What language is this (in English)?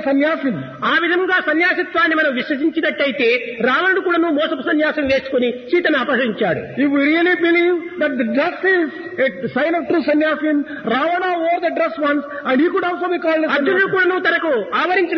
Telugu